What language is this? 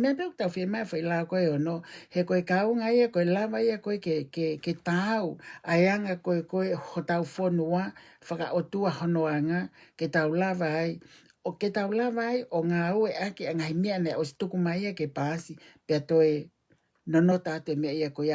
Tongan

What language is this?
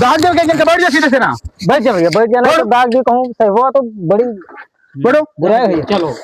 Awadhi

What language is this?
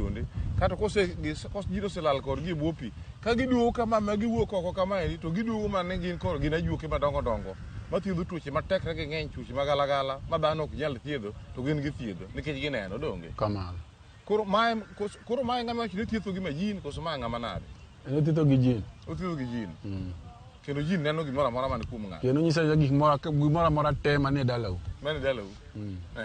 Luo (Kenya and Tanzania)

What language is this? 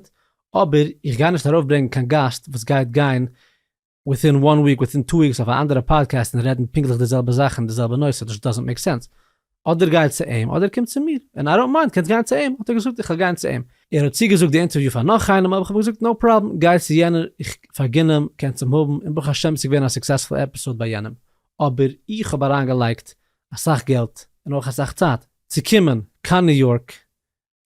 Yiddish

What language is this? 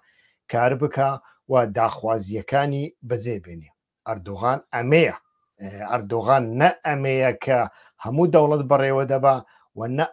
Central Kurdish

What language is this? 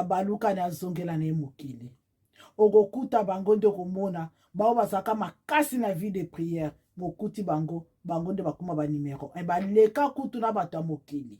Lingala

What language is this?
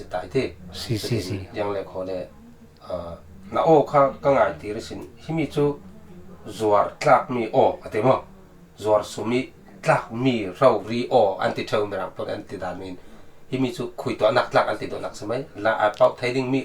Falam Chin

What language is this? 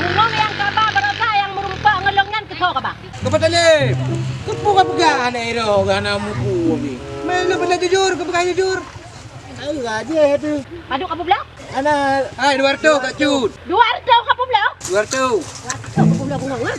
Achinese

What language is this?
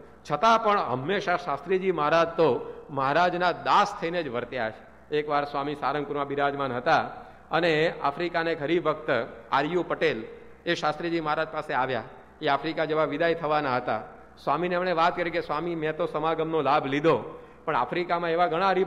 Gujarati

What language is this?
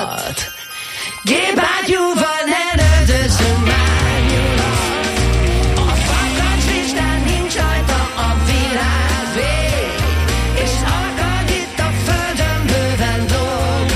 Hungarian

